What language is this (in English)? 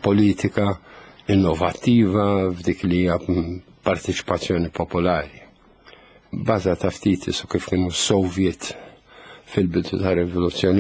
Maltese